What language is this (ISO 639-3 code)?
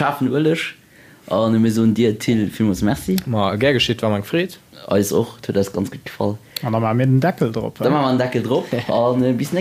ltz